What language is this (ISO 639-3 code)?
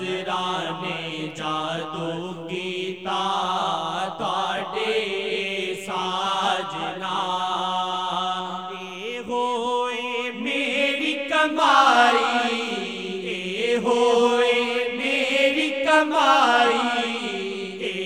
urd